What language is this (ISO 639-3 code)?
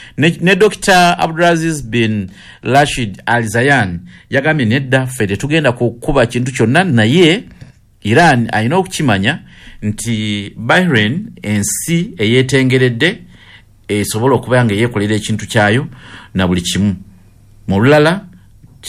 lug